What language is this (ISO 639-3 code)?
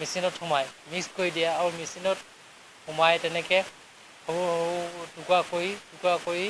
asm